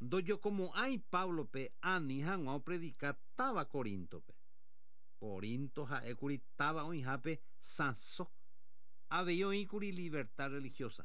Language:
Guarani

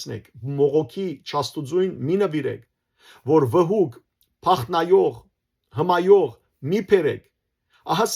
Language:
Western Armenian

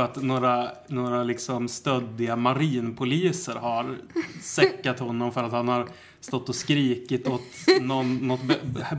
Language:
Swedish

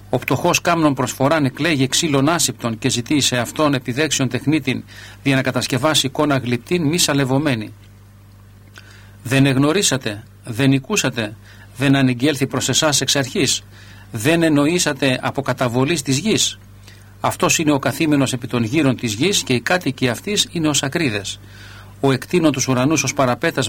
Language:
Greek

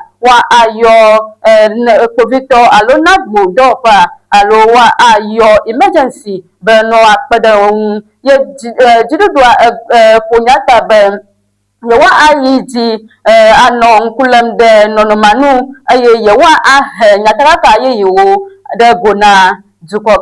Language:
Ewe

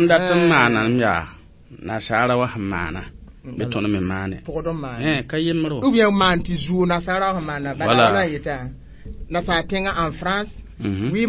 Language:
Mossi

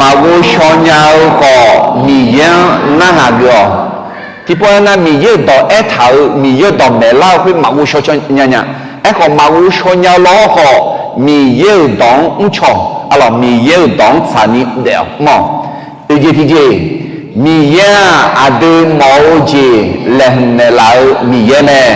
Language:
Akha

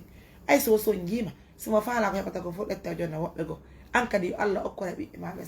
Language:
Fula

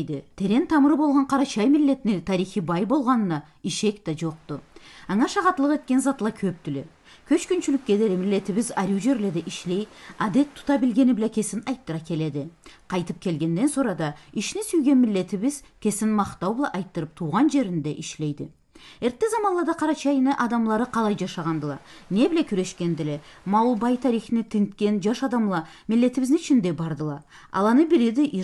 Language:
Karachay-Balkar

